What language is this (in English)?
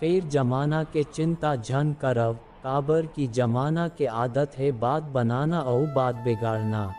Chhattisgarhi